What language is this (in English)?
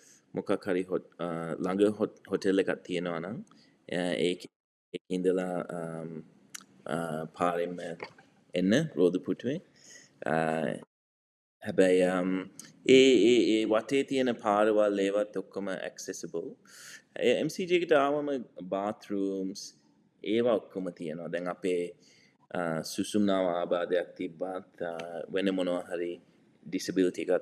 Sinhala